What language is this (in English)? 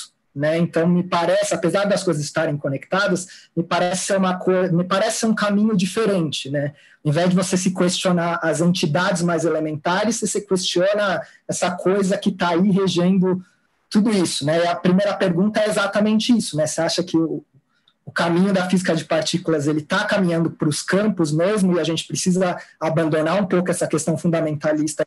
Portuguese